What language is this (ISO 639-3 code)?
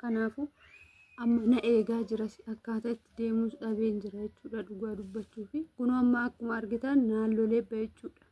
orm